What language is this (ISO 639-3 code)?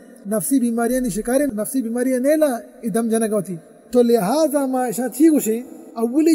bal